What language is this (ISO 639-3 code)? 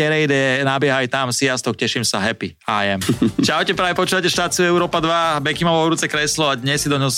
slk